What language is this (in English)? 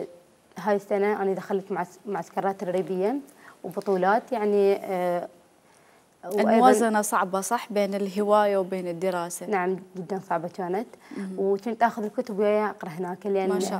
Mesopotamian Arabic